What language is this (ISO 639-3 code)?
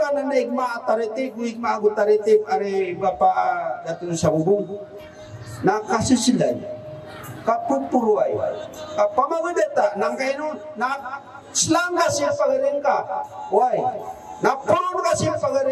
mrw